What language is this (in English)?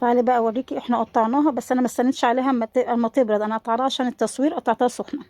Egyptian Arabic